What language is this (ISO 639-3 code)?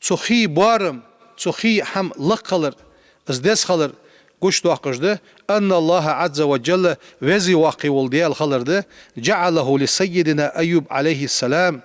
inh